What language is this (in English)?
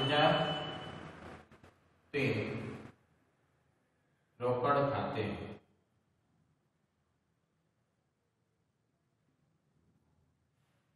Gujarati